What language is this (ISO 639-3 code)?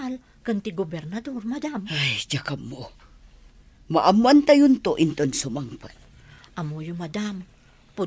ilo